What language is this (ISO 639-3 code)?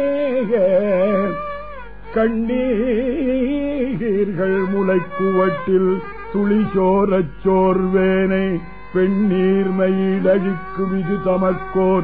tam